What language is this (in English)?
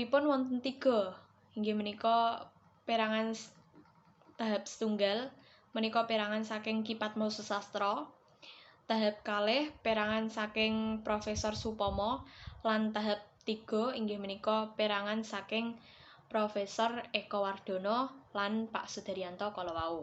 Javanese